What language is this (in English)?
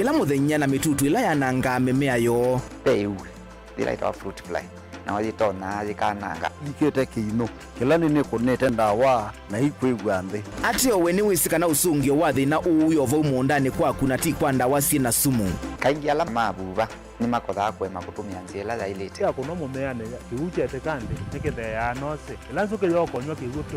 Kamba